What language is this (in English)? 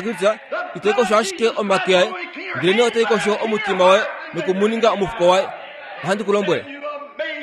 Kuanyama